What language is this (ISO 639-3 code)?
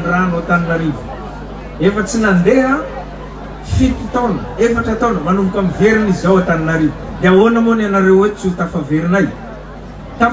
mlg